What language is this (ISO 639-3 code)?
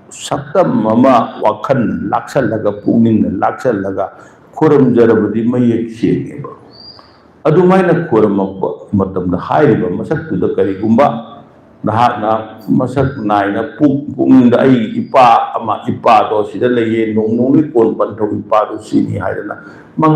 mni